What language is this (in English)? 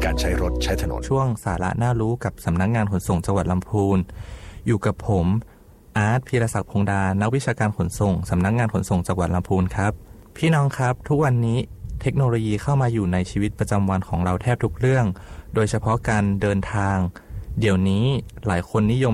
Thai